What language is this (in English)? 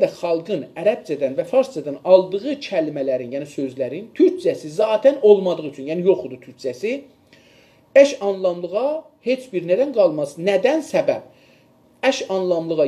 South Azerbaijani